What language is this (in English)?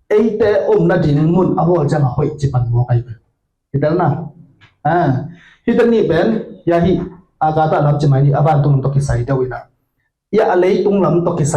Tedim Chin